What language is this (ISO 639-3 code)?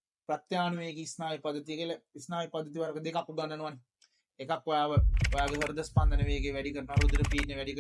sin